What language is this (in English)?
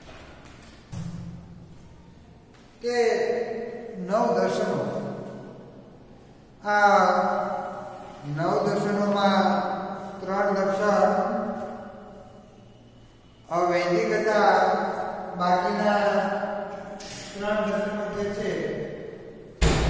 Gujarati